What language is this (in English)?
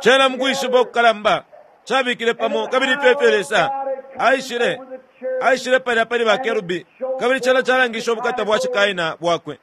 Bemba